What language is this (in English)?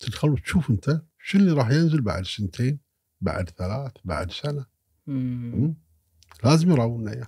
Gulf Arabic